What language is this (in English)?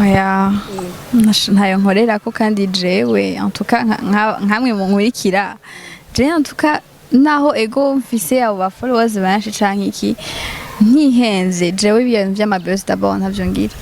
Rundi